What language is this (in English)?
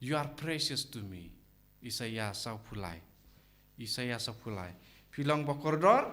Khasi